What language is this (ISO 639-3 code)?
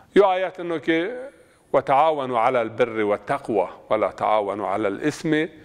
zza